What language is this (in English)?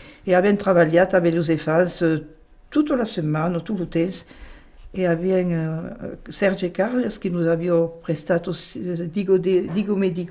Occitan